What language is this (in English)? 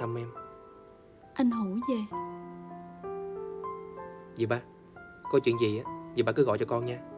Vietnamese